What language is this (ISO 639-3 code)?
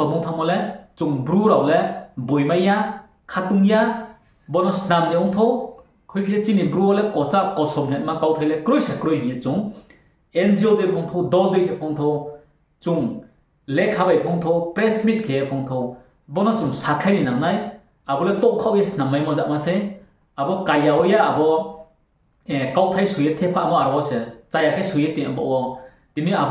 ria